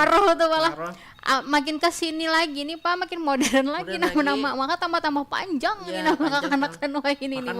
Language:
Banjar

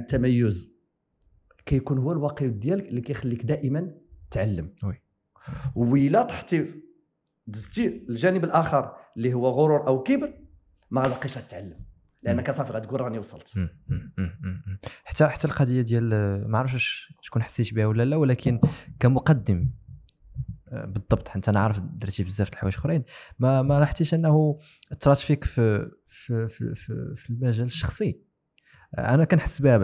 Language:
Moroccan Arabic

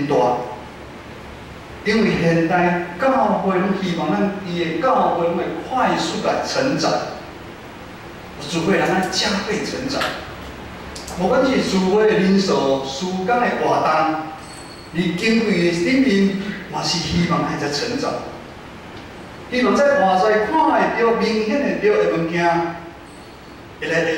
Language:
Min Nan Chinese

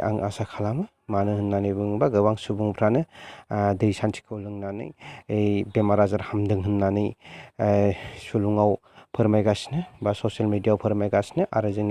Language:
Bodo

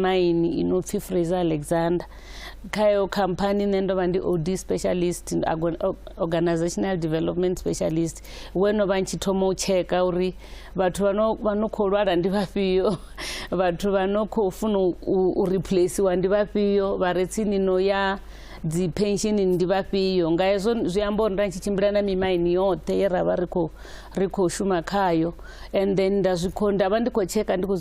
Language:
Venda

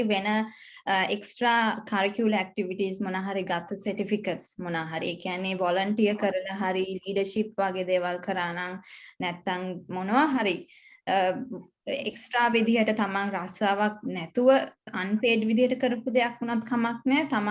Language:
Sinhala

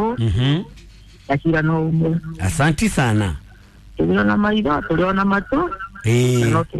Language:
Kikuyu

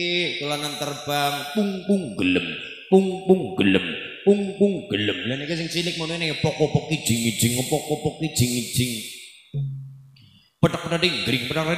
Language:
Javanese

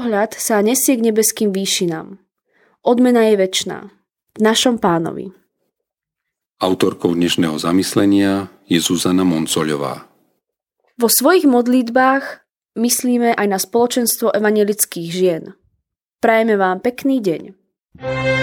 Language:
Slovak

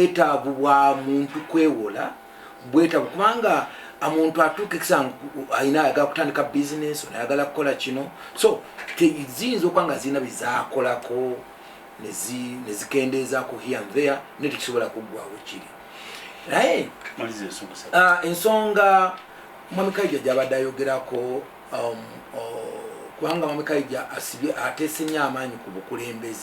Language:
Ganda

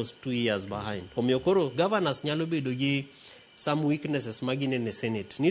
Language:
Luo (Kenya and Tanzania)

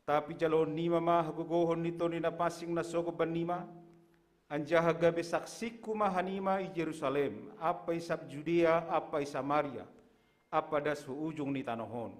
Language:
Batak Simalungun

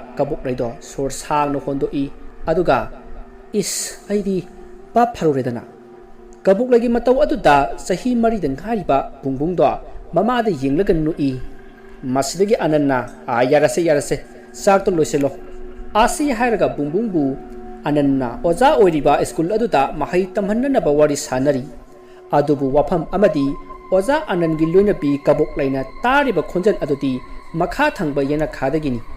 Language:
Manipuri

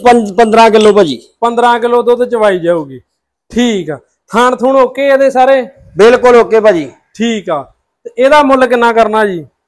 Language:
Punjabi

